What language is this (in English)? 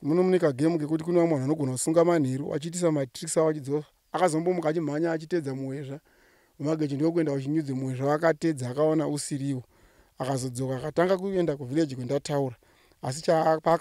Shona